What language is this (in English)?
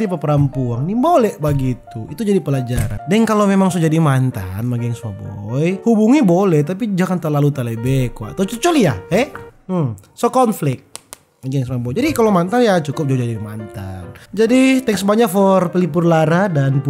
Manado Malay